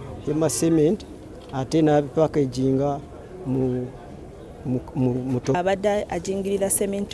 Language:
Ganda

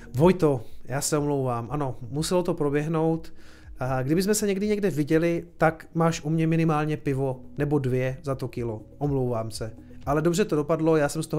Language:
Czech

